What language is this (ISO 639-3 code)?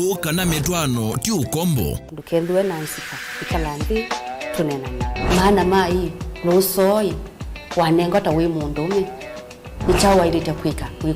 kam